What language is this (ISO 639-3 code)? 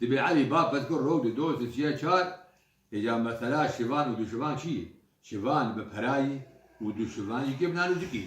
kur